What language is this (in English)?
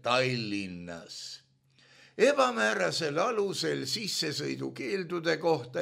Estonian